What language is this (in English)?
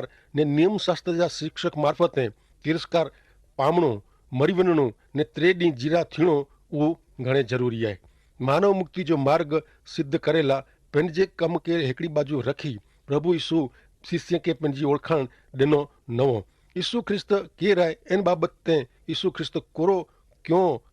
Kachhi